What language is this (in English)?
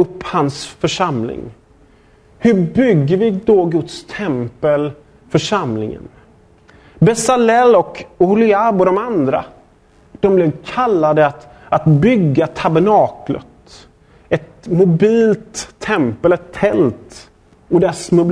Swedish